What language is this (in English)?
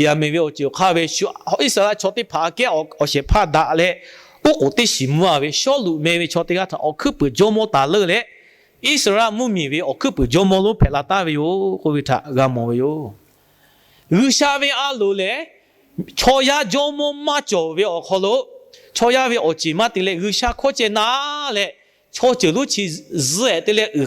Lahu